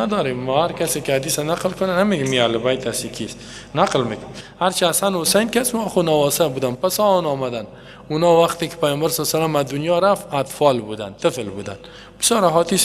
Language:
Persian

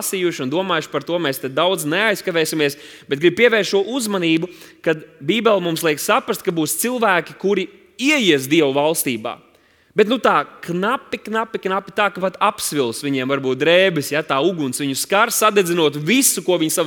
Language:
Latvian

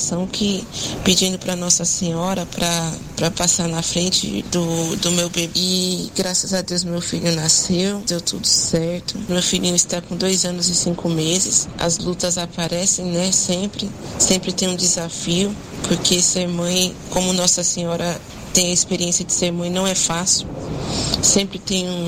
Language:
Portuguese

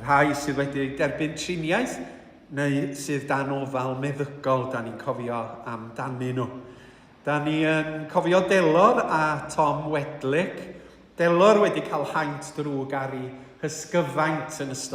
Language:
Welsh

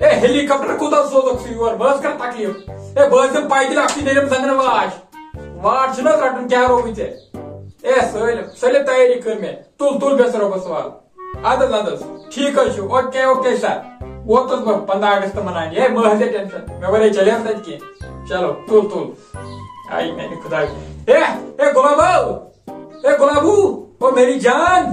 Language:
Kashmiri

